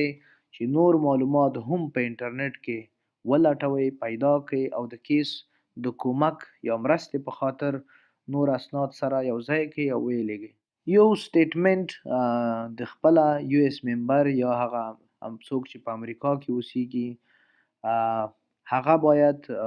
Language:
Pashto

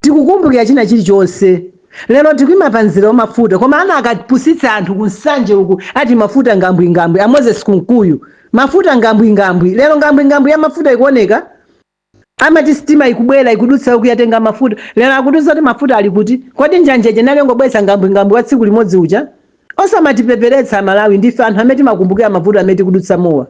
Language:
Nyanja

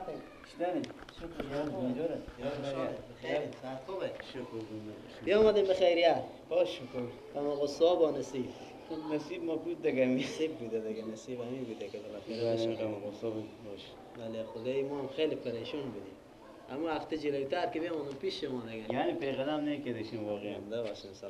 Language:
Persian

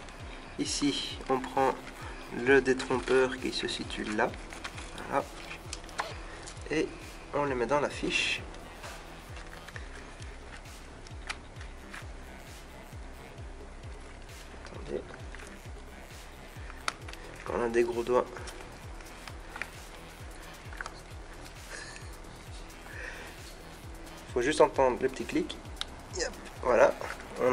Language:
French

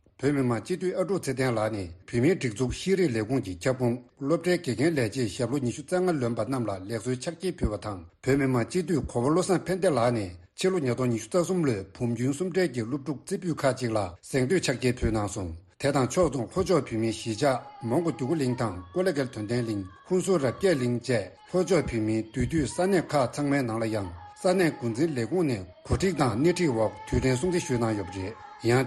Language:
Tibetan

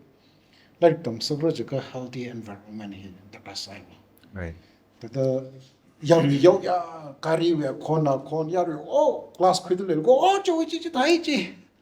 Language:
Tangkhul Naga (India)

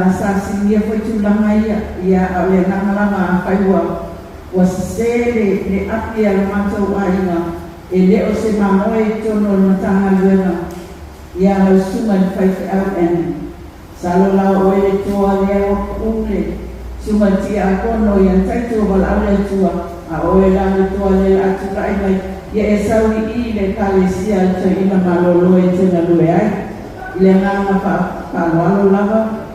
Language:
Samoan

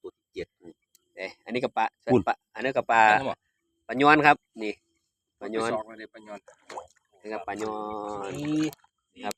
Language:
Northeastern Thai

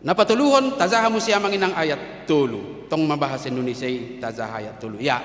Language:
Batak Toba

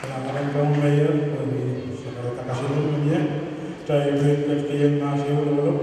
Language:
Pohnpeian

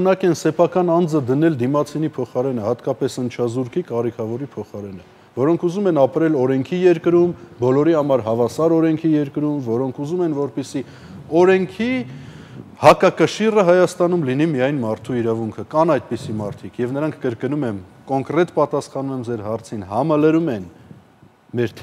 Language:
Armenian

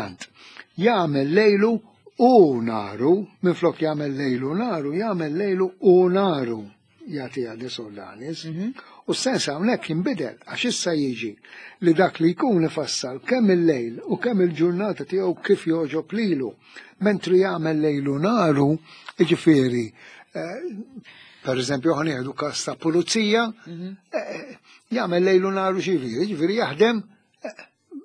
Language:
Maltese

